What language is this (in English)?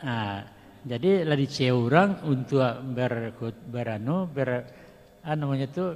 Minangkabau